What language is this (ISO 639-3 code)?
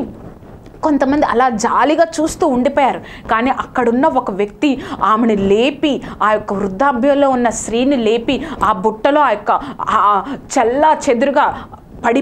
tel